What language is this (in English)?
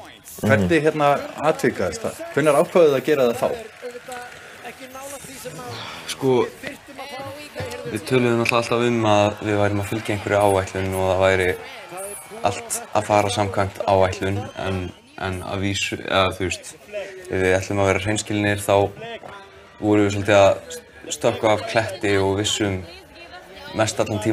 Icelandic